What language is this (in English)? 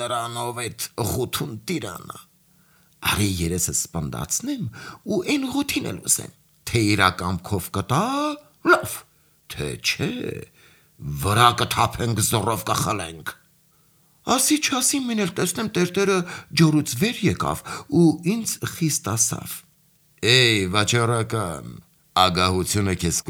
Armenian